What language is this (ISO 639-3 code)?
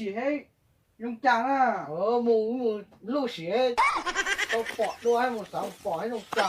hmn